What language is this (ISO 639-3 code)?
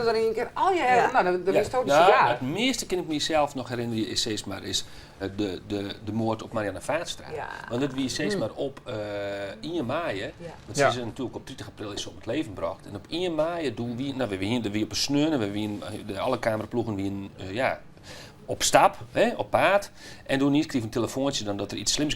fry